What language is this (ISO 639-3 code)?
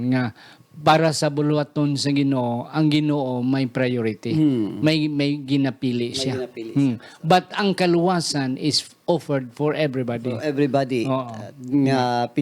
hil